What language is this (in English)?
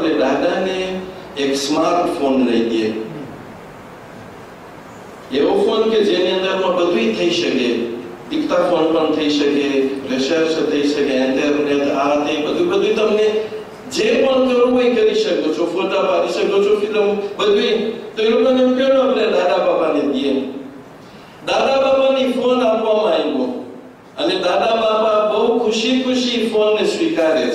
Gujarati